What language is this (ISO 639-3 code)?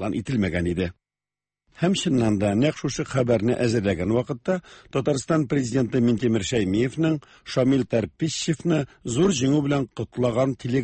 tat